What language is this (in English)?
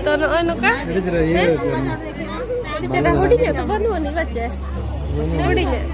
Santali